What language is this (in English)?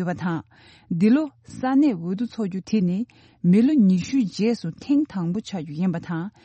Tibetan